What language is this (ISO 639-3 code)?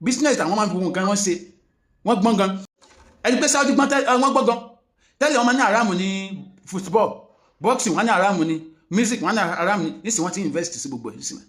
yor